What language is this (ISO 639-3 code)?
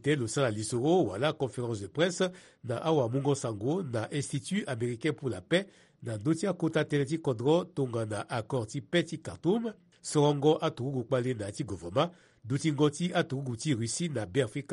sag